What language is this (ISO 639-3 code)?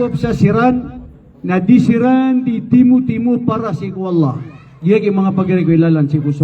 mrw